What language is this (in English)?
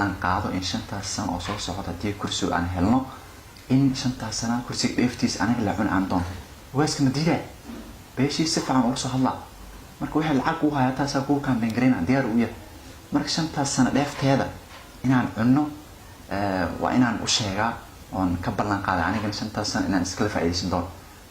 Somali